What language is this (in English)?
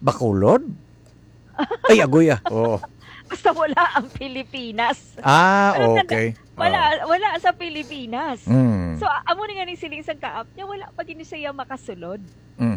Hiligaynon